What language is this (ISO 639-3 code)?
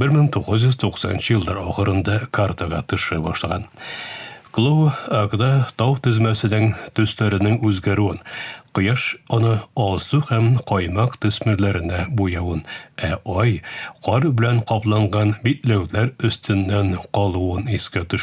tat